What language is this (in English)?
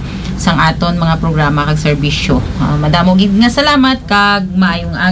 Hiligaynon